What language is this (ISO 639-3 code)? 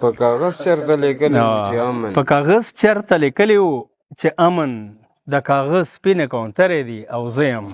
pus